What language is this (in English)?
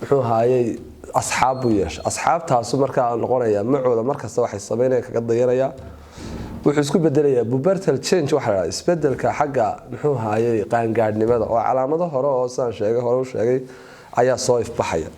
Somali